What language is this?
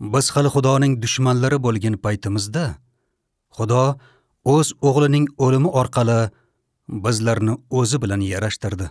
Uzbek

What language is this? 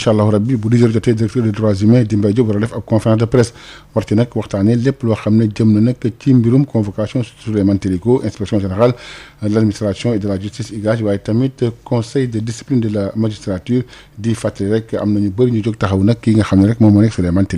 Wolof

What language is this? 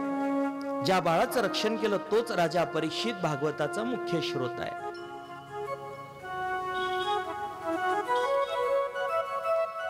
Marathi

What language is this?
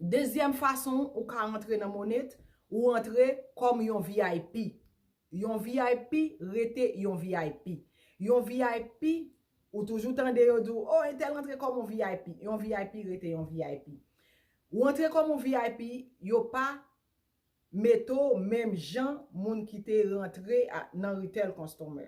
Haitian Creole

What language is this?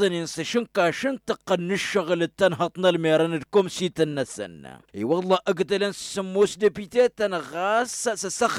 Tamasheq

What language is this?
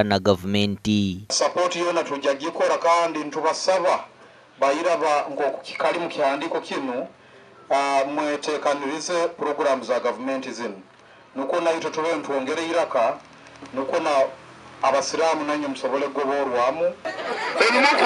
Nyankole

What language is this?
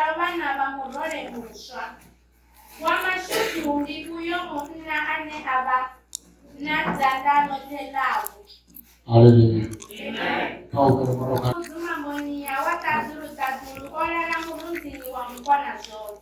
Venda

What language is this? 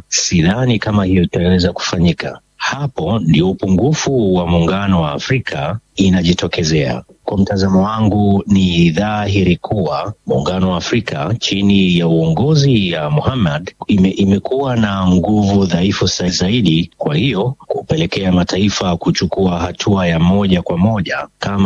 Swahili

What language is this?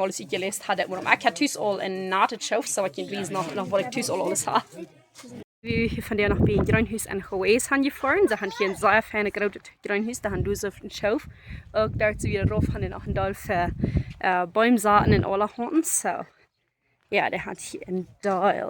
Plautdietsch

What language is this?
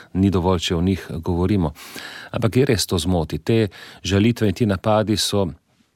Slovenian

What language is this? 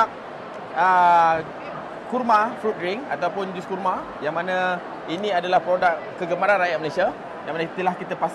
Malay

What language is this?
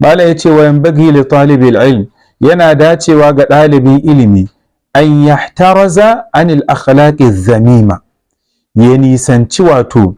Hausa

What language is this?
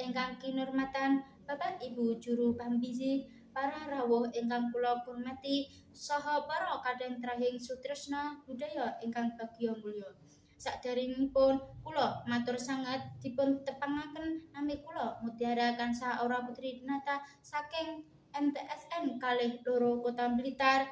Javanese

